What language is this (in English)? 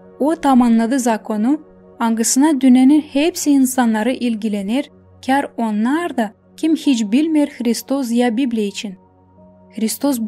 Gagauz